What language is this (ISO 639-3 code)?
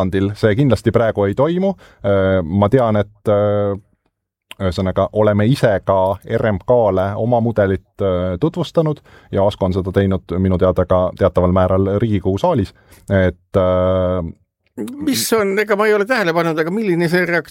est